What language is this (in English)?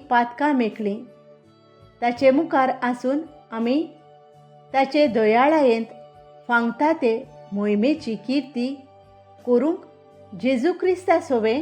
Konkani